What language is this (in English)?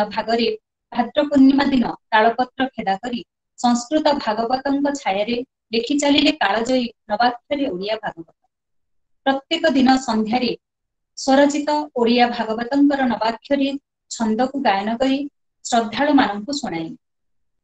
Odia